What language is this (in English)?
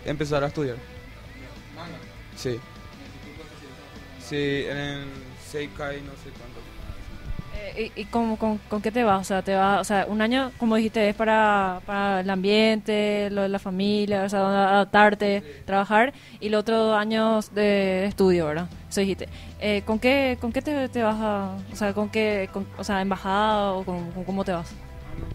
Spanish